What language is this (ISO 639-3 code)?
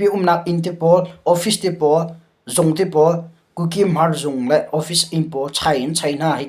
cnh